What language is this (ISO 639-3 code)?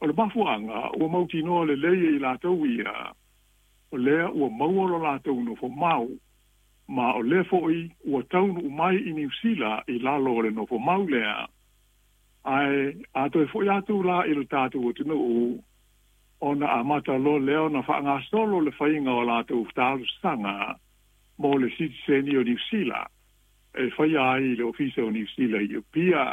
smo